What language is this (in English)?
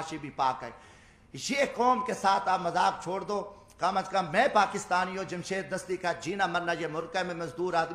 Urdu